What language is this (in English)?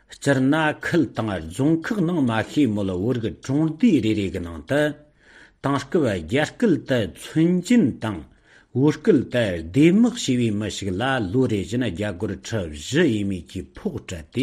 Tibetan